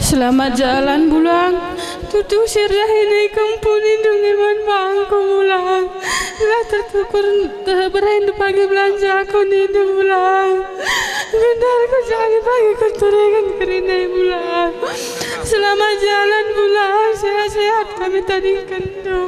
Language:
Batak Karo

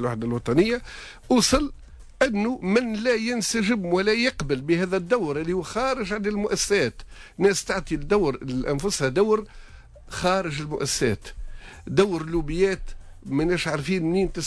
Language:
Tunisian Arabic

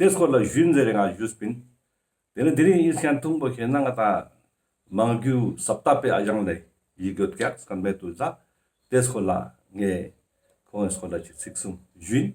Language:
Ladakhi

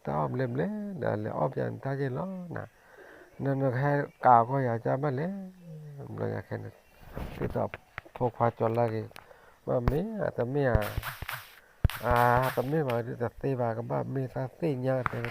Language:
S'gaw Karen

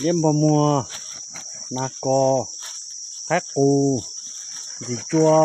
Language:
Hmong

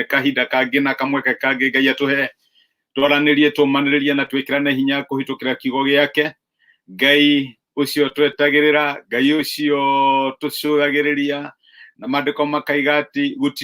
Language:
Kikuyu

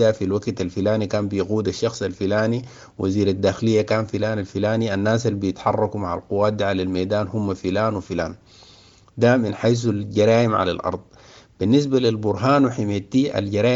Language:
Sudanese Arabic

